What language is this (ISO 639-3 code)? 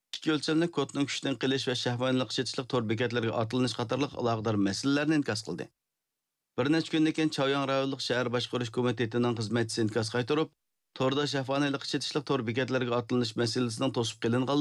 uig